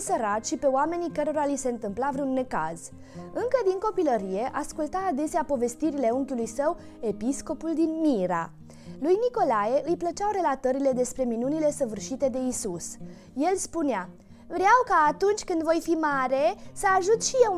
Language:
Romanian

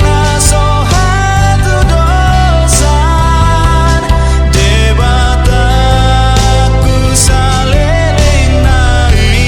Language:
Batak Toba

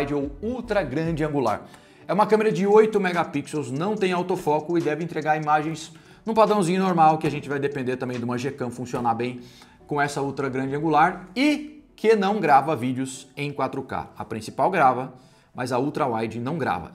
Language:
Portuguese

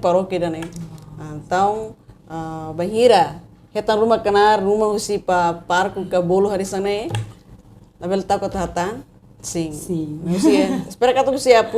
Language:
Tetum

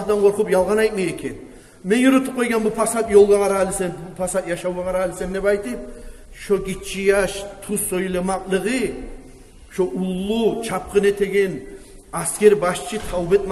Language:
Kumyk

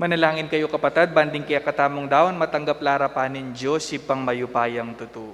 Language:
Pampanga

